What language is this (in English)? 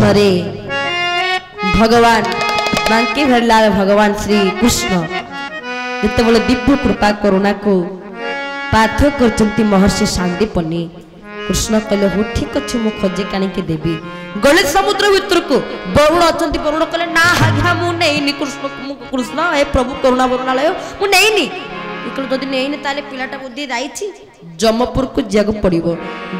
Odia